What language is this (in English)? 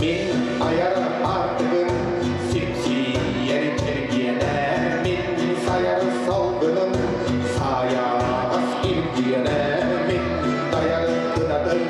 Yakut